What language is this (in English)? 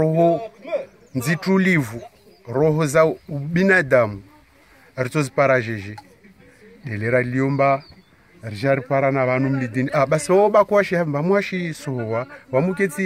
Swahili